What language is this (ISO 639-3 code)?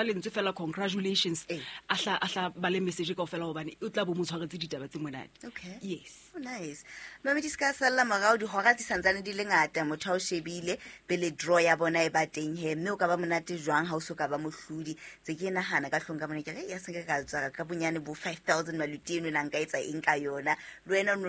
sot